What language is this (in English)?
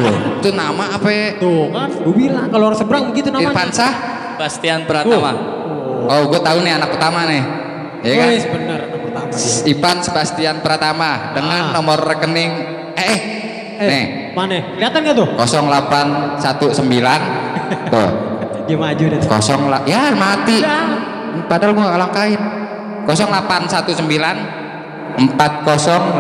Betawi